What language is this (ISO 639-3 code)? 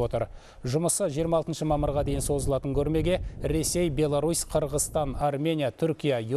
kaz